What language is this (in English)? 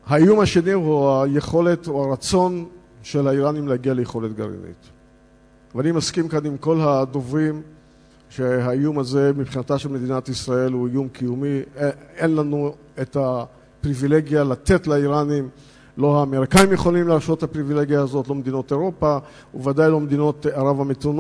Hebrew